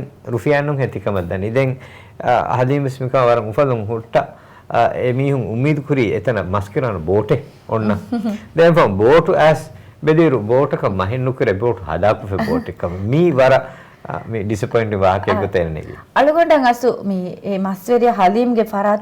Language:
Divehi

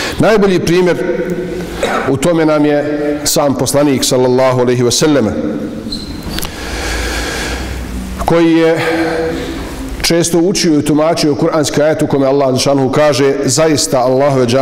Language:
Bosnian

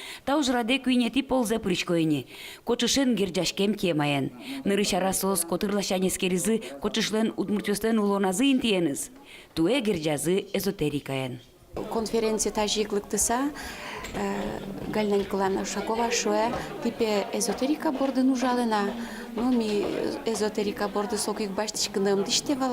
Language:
Udmurt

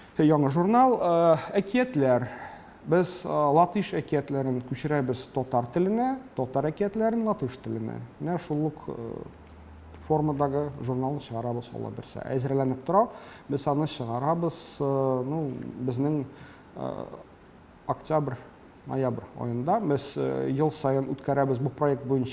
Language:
Tatar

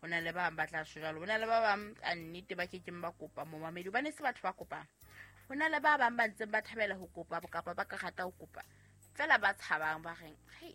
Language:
Southern Sotho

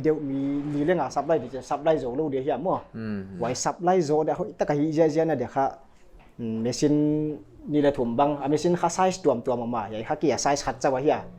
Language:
Paite Chin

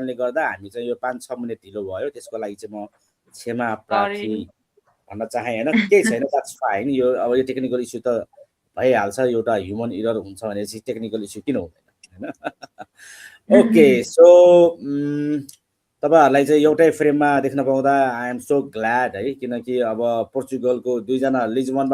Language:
Nepali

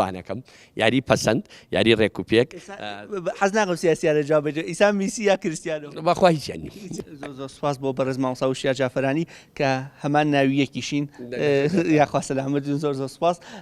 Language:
Central Kurdish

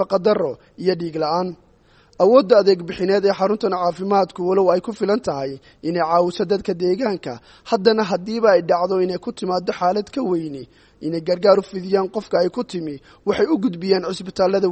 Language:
Somali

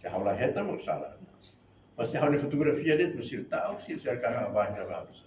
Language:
Tetum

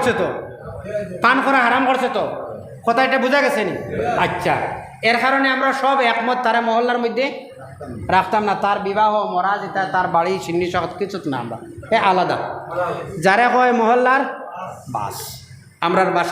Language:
Sylheti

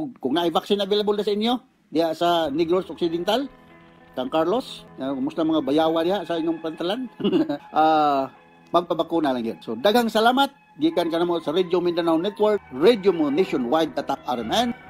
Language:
Cebuano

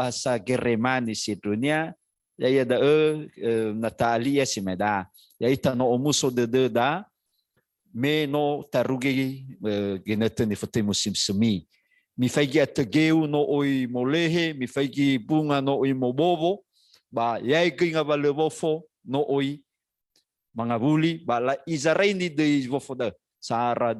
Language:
Nias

